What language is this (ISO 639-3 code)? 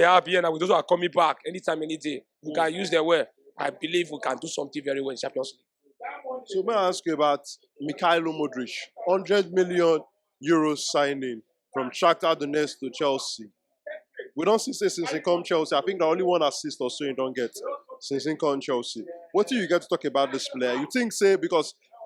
pcm